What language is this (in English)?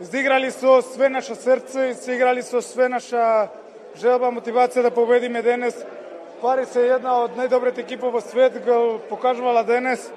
Macedonian